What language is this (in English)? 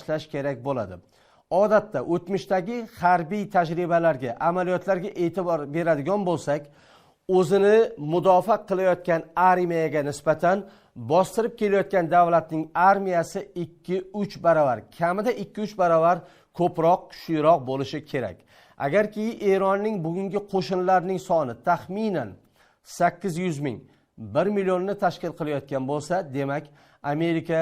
Uzbek